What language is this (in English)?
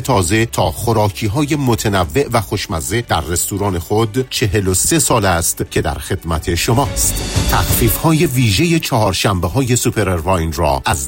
Persian